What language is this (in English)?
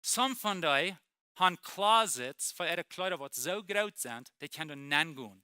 Plautdietsch